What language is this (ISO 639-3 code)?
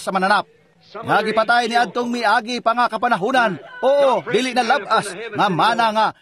ceb